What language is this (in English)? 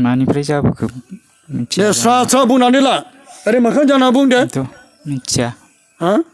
Bodo